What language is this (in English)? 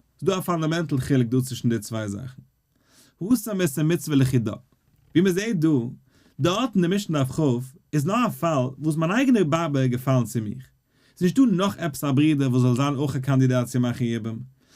Yiddish